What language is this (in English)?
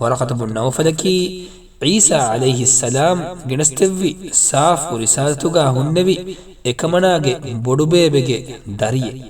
Divehi